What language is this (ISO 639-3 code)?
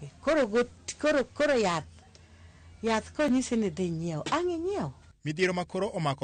luo